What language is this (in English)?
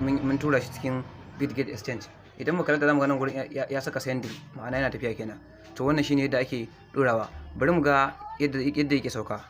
Hausa